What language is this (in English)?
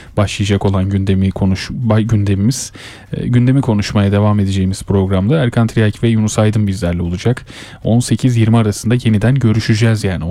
Turkish